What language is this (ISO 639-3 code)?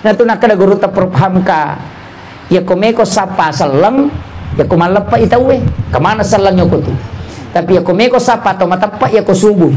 bug